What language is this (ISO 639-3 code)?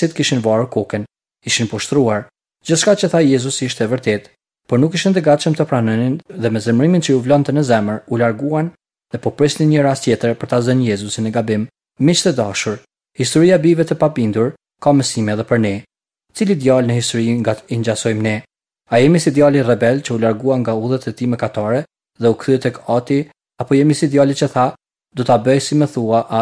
sqi